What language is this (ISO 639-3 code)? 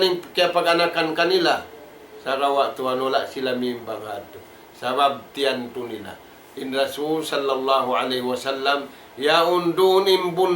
tsg